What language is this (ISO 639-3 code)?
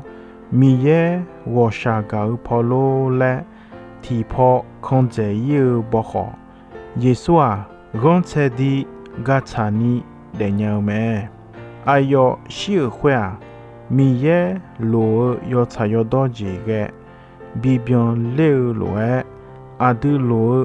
ahk